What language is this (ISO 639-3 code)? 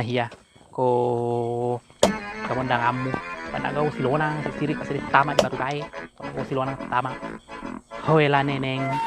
bug